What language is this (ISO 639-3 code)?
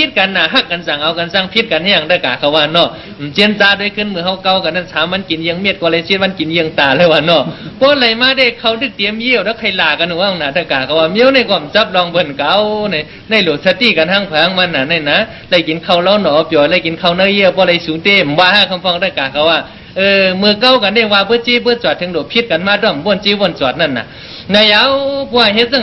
shn